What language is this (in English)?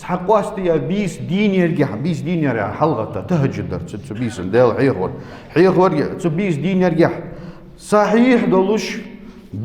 Ingush